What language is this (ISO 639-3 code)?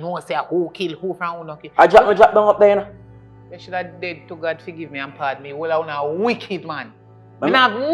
jam